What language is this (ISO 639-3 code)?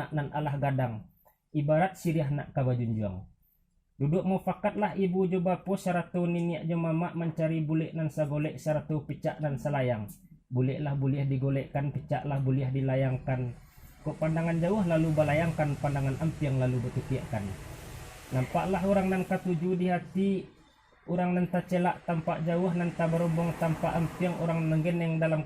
min